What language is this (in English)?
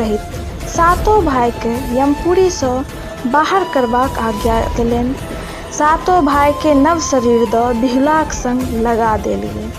Maithili